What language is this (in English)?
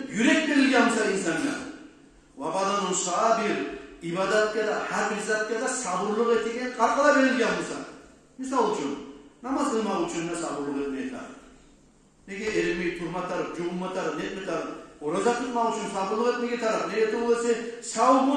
Kumyk